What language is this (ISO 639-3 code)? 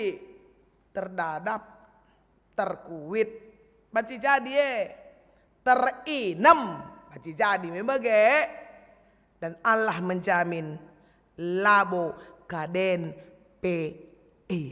btx